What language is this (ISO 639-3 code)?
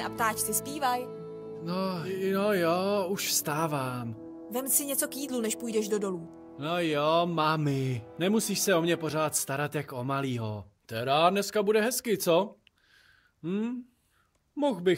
ces